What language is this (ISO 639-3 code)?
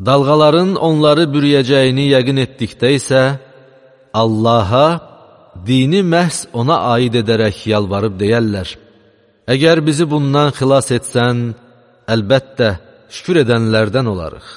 aze